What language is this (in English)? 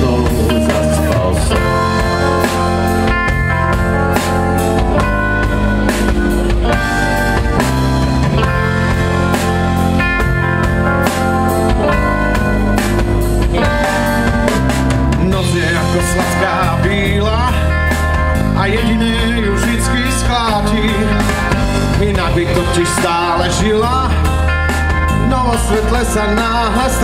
Slovak